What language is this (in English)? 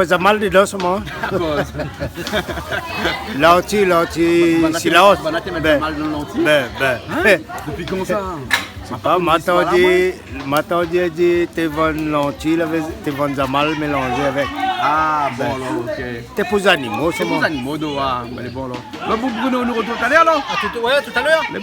Réunion Creole French